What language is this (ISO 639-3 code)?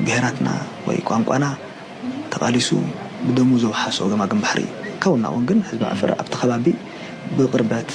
tir